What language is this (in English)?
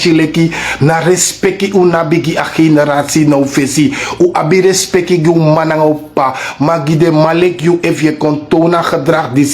Sranan Tongo